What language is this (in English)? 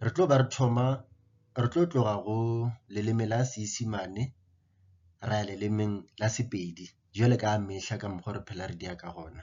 Northern Sotho